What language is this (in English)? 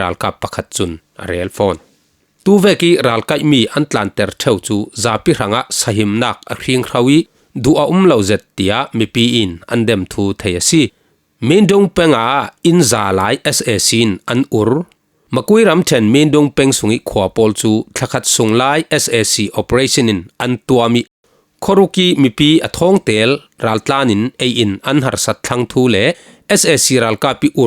Falam Chin